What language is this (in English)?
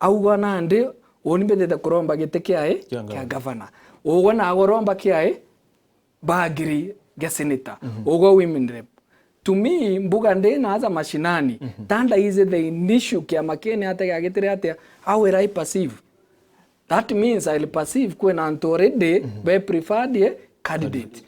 Meru